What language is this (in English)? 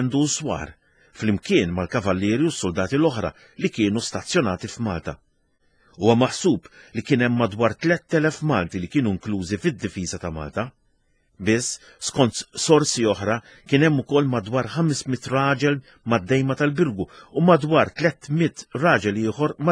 Maltese